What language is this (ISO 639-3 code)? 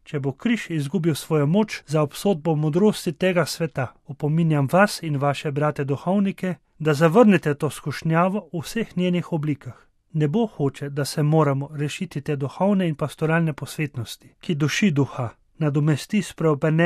slv